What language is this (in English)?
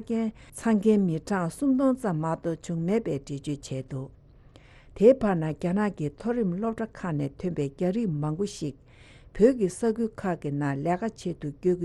Tibetan